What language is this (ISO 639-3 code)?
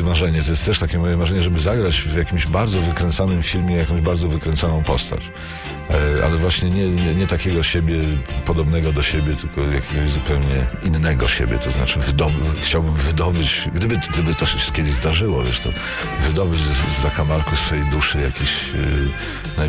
pol